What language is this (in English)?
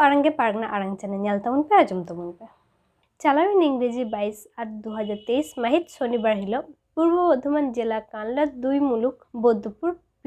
Santali